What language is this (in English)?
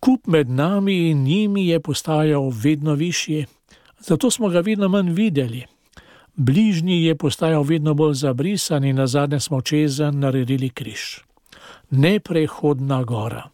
Slovenian